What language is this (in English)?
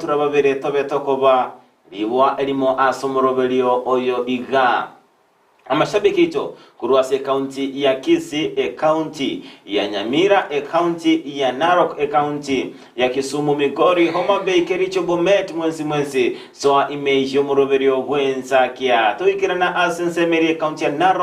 Gusii